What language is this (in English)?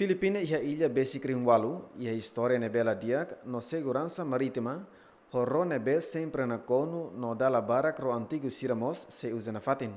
Tetum